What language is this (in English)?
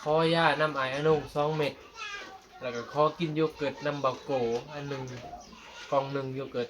Northeastern Thai